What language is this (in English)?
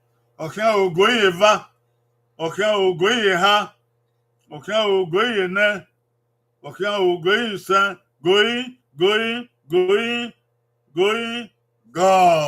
Bini